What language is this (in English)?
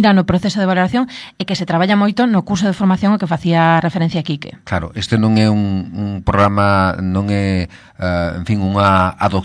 Galician